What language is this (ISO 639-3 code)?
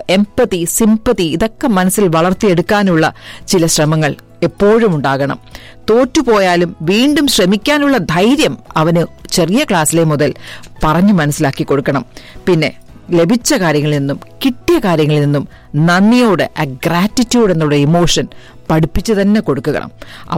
mal